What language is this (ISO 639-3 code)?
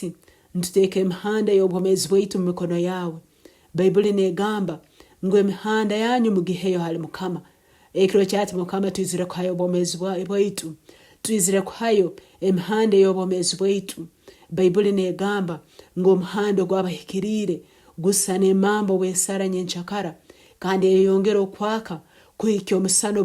nyn